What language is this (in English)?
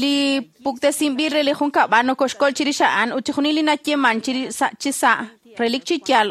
Kekchí